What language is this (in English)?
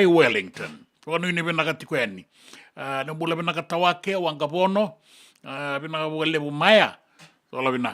Fijian